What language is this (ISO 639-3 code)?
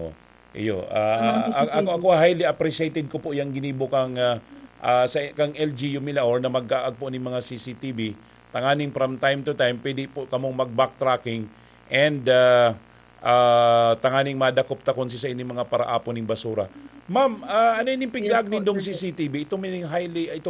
bik